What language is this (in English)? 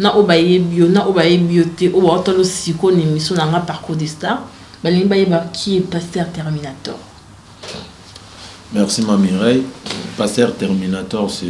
Lingala